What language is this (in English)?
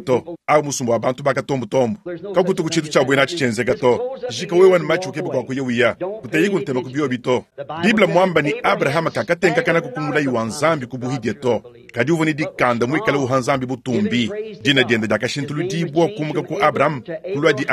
Luba-Lulua